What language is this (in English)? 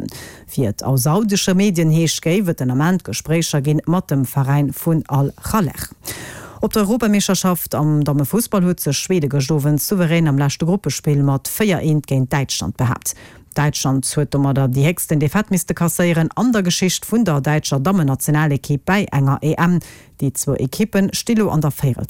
Luxembourgish